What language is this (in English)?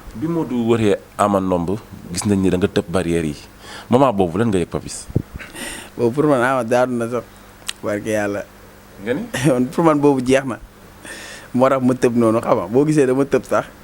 Wolof